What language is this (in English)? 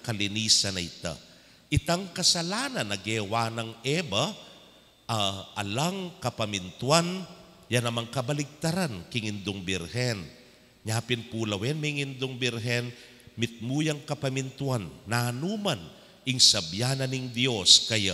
Pampanga